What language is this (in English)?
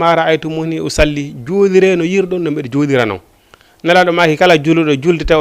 Fula